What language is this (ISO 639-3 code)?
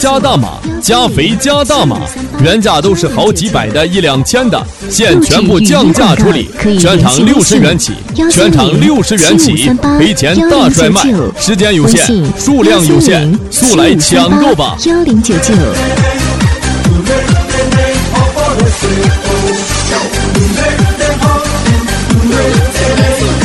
zho